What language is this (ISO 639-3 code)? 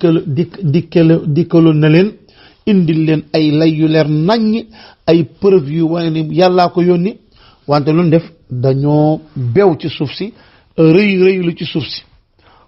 wol